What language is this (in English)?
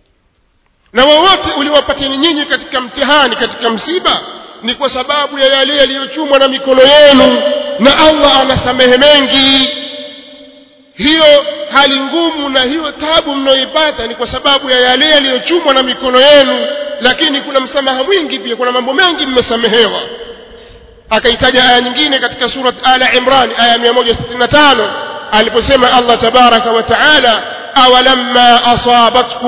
Swahili